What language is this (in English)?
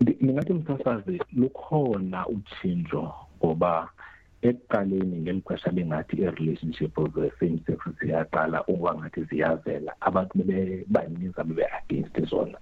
Xhosa